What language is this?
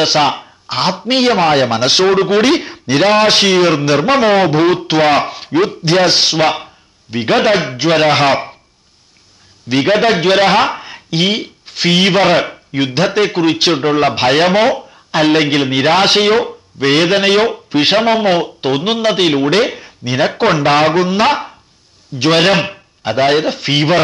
Malayalam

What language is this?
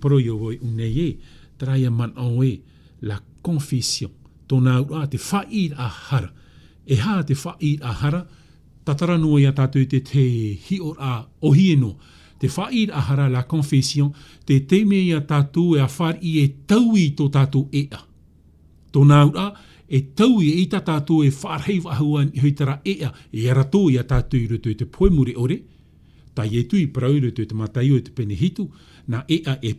Tahitian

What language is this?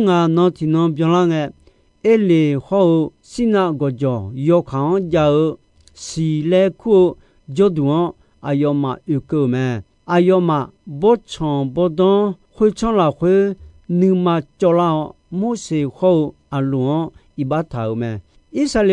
Akha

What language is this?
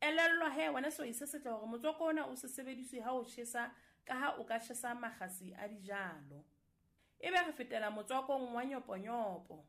Southern Sotho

